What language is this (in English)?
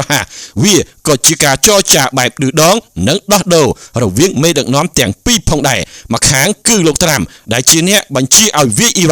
Khmer